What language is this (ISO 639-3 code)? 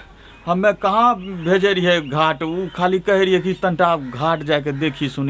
anp